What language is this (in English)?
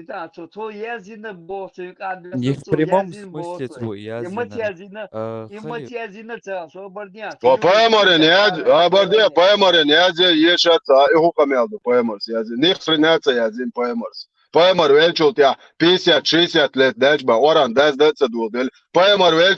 Chechen